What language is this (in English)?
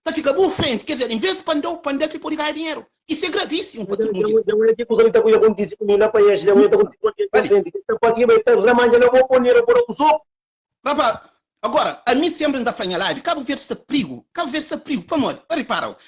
Kabuverdianu